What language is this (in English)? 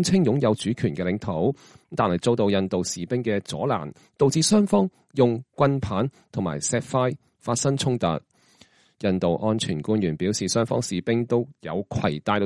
Cantonese